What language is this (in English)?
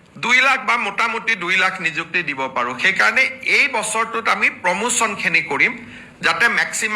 Assamese